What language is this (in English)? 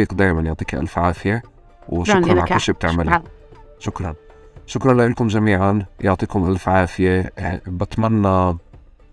North Levantine Arabic